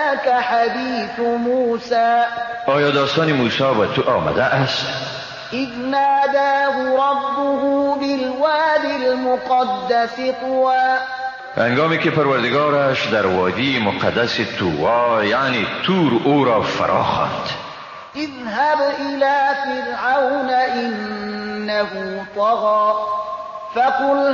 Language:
Persian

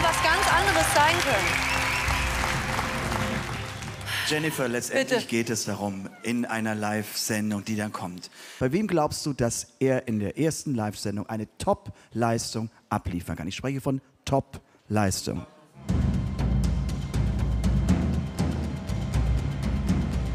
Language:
German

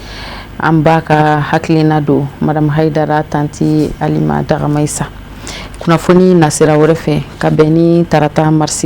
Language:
Bambara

